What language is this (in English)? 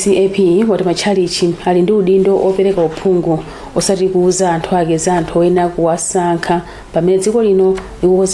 Nyanja